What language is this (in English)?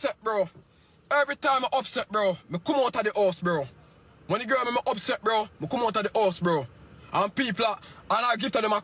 Jamaican Creole English